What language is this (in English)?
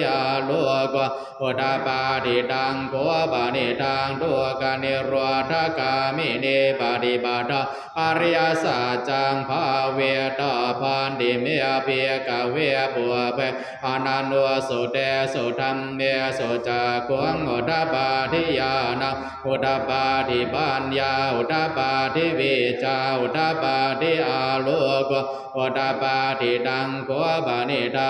Pali